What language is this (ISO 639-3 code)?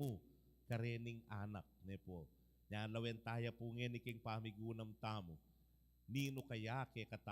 pam